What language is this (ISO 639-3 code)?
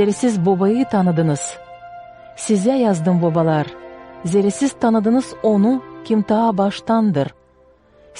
gag